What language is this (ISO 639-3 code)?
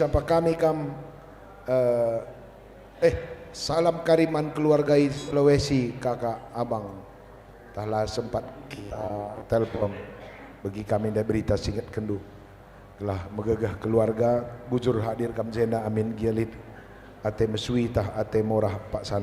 btx